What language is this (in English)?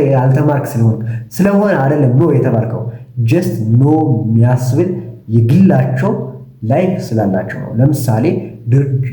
Amharic